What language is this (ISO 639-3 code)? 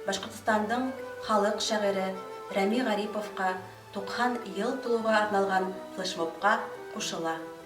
bak